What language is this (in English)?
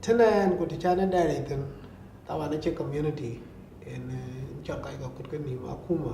Dinka